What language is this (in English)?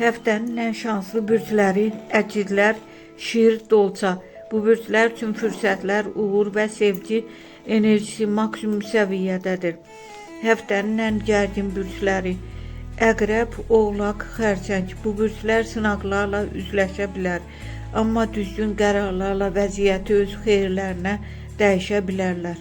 Azerbaijani